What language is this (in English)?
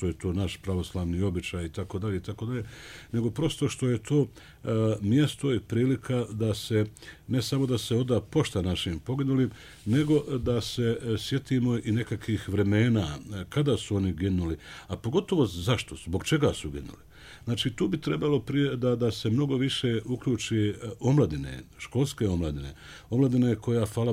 Bosnian